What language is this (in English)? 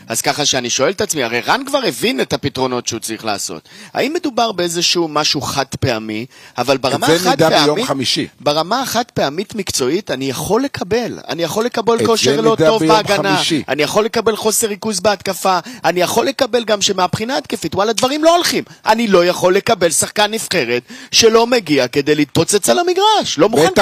Hebrew